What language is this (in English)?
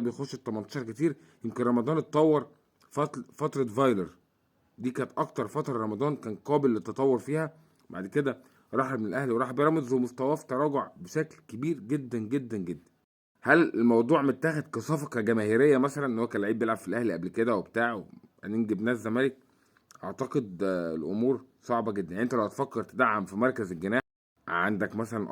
Egyptian Arabic